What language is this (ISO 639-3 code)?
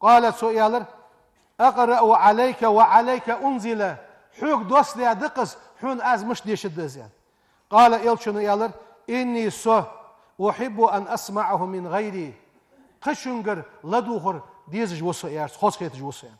inh